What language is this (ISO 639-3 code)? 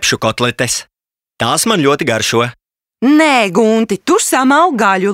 lav